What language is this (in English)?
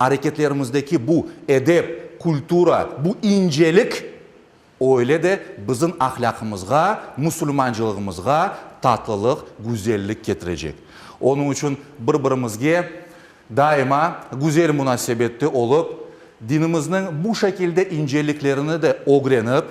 Crimean Tatar